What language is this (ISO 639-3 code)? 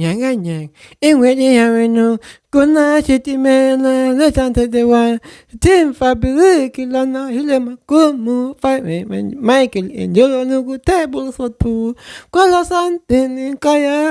tso